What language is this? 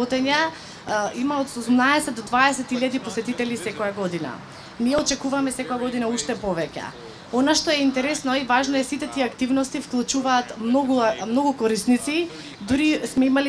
Macedonian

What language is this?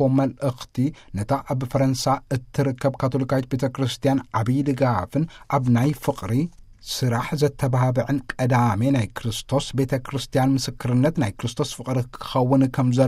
Tigrinya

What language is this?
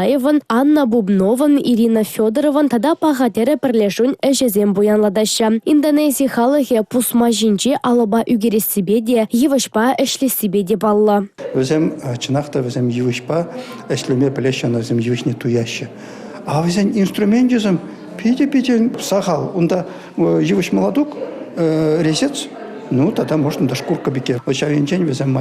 Chuvash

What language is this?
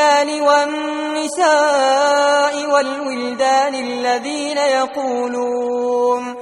Arabic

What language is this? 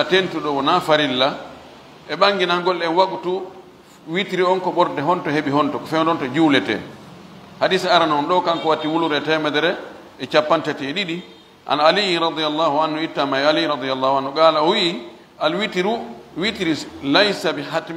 Fula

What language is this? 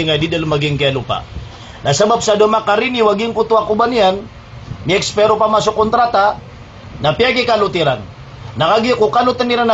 Maranao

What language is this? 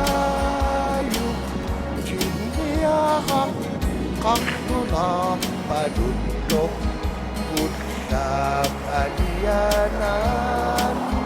Kalaallisut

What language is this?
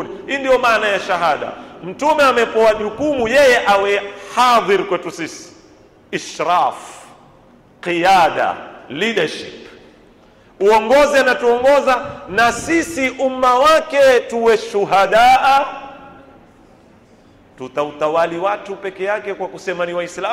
Swahili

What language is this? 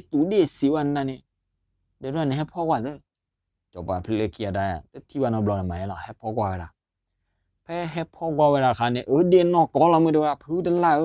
S'gaw Karen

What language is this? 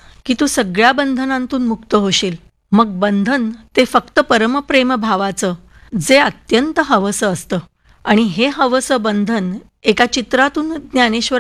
Marathi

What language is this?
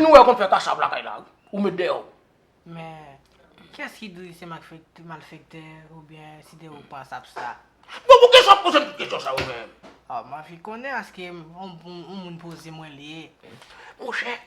Haitian Creole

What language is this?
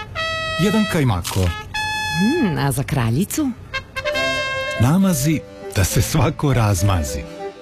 Serbian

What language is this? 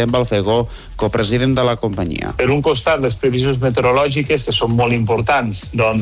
Catalan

